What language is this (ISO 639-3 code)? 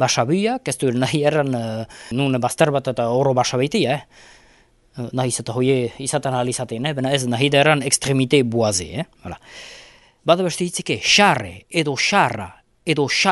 eus